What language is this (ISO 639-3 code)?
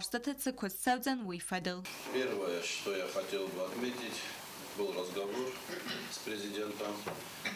oss